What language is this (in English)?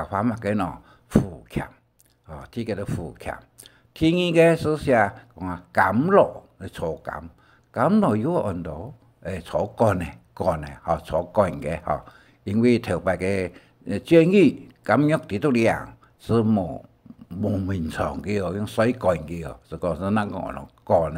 Hakka Chinese